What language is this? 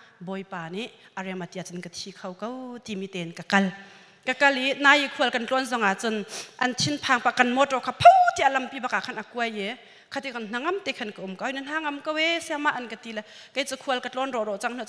Hakha Chin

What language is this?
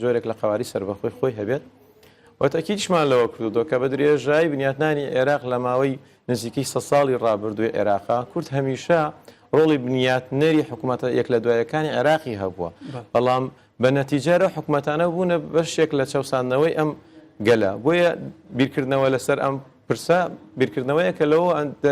Central Kurdish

